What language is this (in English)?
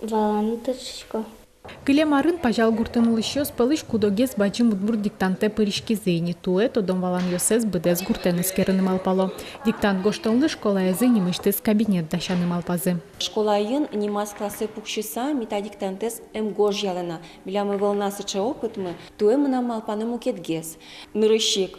Udmurt